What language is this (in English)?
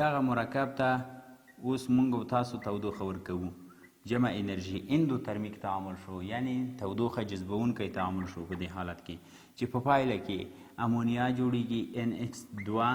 Pashto